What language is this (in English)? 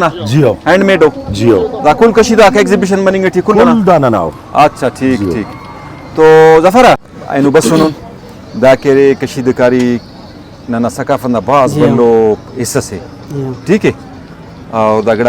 Brahui